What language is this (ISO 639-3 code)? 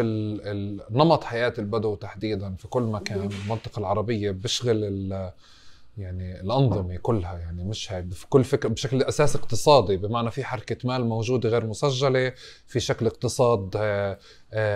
apc